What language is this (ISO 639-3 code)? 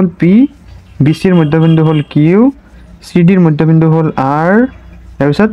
asm